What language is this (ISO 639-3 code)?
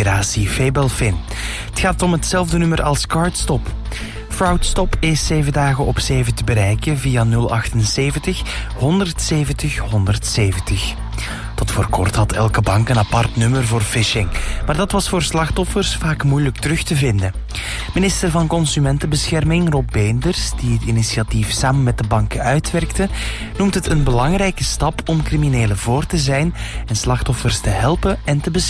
nld